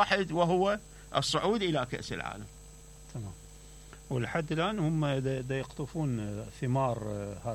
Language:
Mesopotamian Arabic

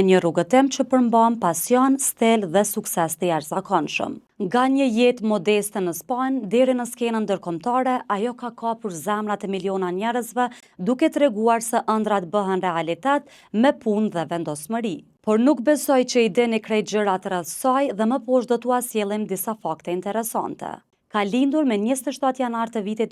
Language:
Albanian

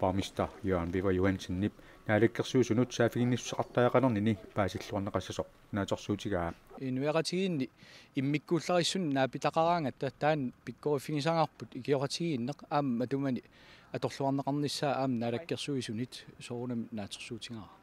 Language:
Kalaallisut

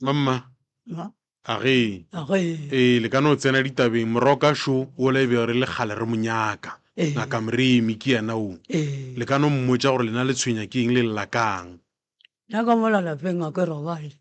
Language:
Northern Sotho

